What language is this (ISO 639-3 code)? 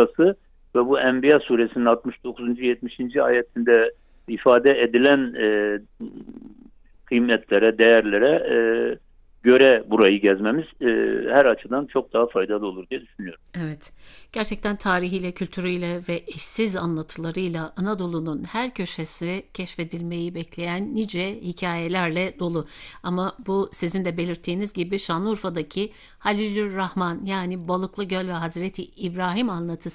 tur